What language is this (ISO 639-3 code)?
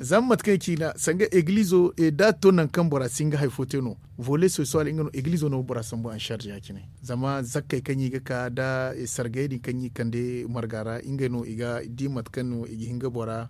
dje